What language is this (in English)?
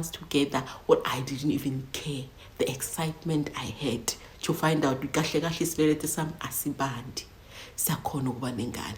Zulu